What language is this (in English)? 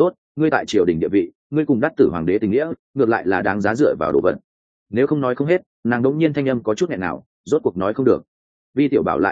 Vietnamese